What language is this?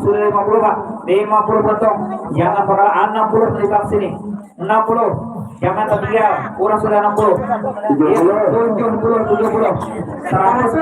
Banjar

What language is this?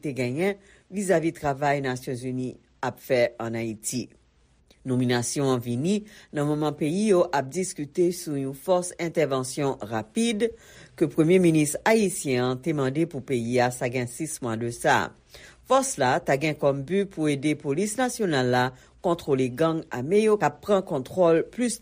Haitian Creole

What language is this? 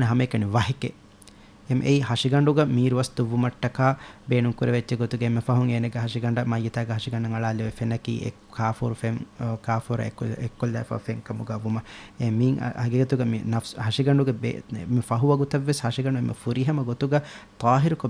Divehi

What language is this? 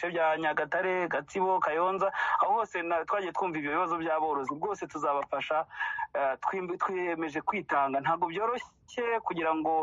Kinyarwanda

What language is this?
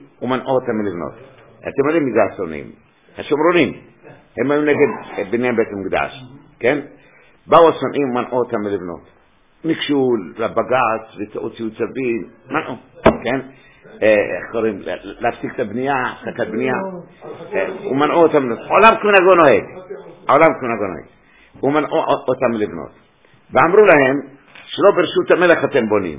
Hebrew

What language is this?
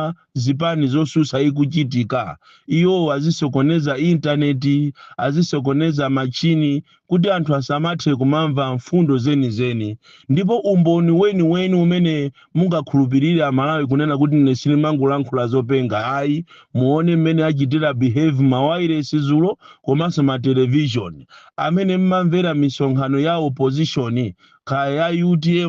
Nyanja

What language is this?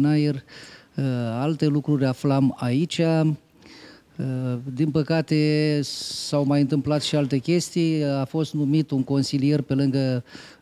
Romanian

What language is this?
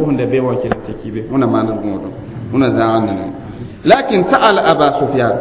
Mossi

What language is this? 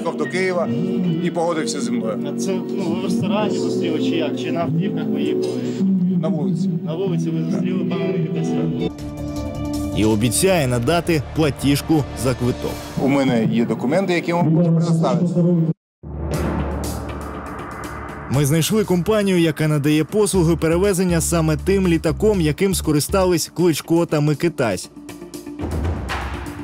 Ukrainian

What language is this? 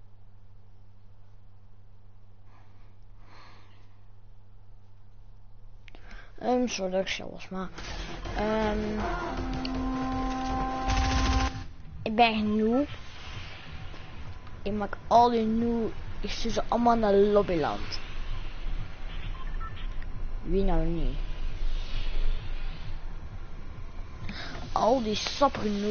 Dutch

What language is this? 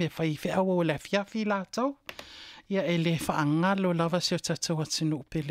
Samoan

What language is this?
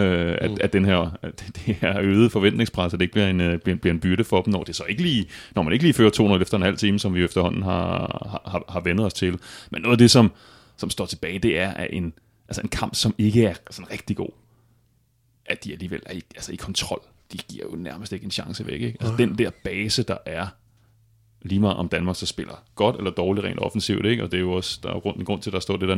Danish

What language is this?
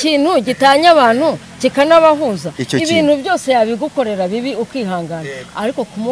Kinyarwanda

